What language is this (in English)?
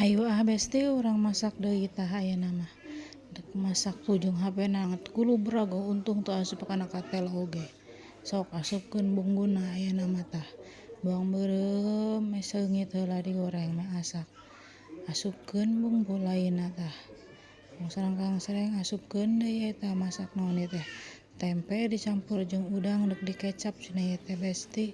Sundanese